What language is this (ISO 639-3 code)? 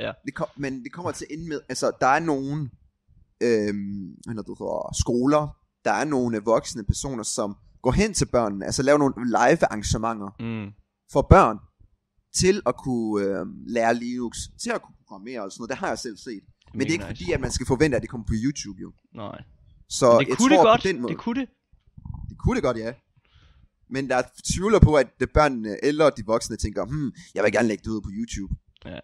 dan